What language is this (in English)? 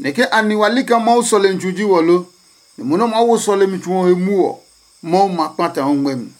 Adangme